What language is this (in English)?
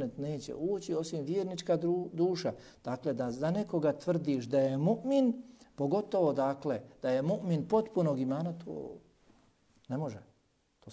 Bosnian